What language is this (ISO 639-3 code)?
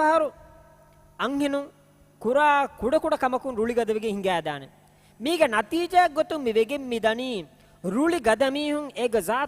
div